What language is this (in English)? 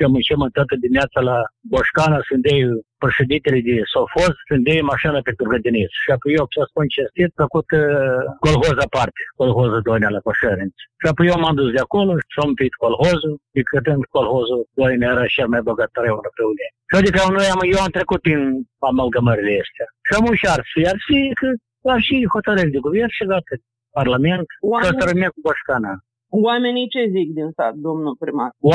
Romanian